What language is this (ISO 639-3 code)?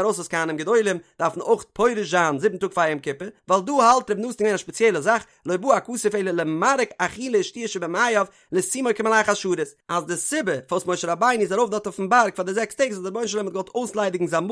yid